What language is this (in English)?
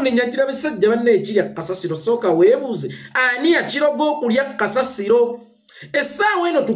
Ganda